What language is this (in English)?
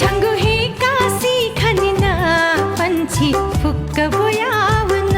Newari